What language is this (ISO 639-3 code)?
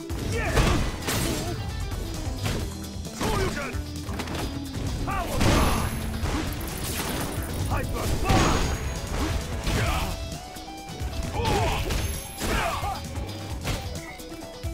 eng